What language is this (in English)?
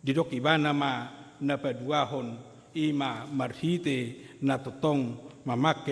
Batak Toba